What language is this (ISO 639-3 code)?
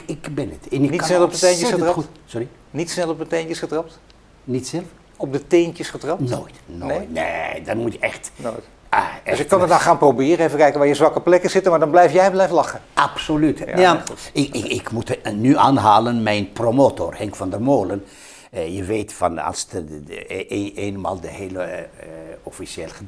nld